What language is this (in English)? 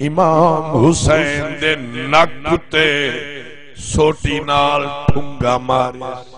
Saraiki